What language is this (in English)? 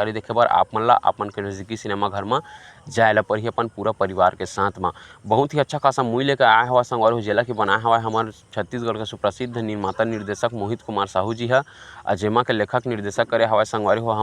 Chhattisgarhi